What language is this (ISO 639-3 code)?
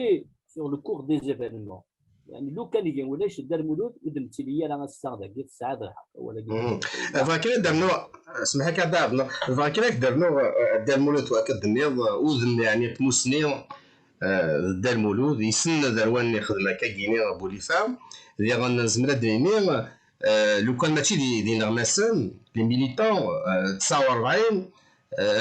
kab